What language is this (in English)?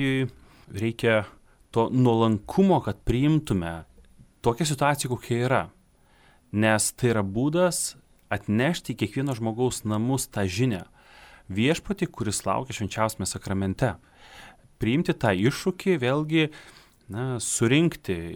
Lithuanian